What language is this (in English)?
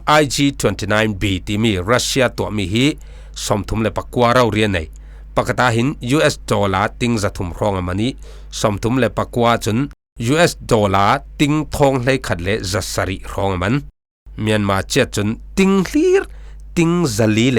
Falam Chin